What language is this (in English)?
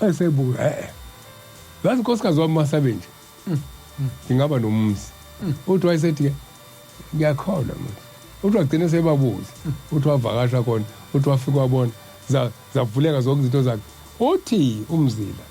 Zulu